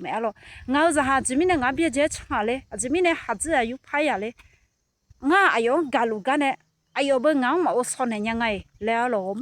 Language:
Akha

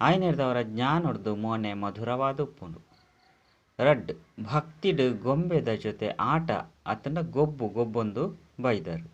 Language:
Tulu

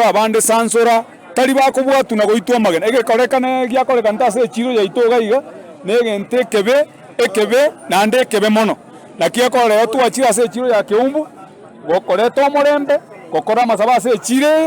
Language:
Gusii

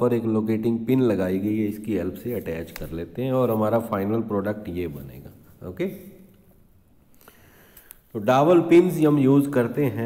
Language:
Hindi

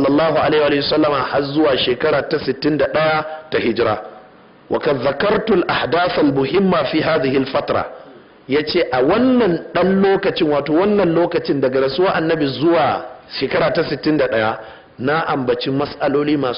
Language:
Hausa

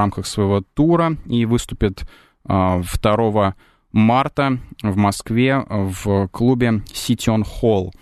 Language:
Russian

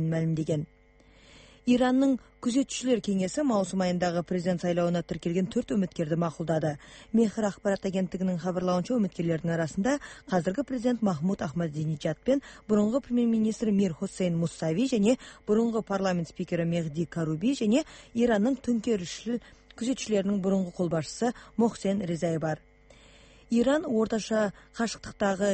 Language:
Kazakh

